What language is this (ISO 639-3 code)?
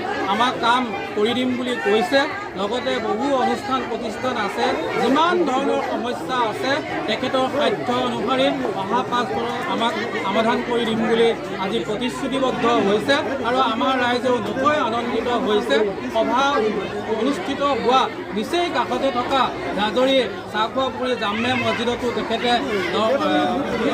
asm